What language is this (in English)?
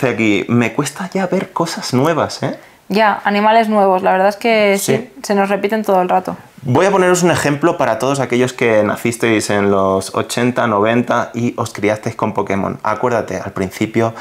Spanish